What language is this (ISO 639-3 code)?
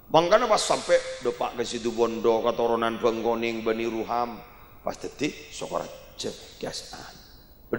mad